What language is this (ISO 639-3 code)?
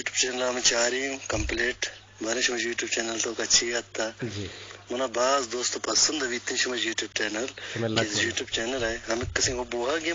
bgp